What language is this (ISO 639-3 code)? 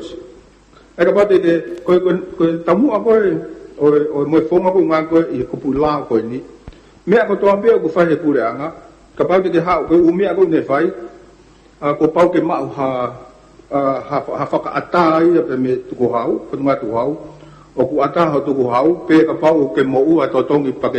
ton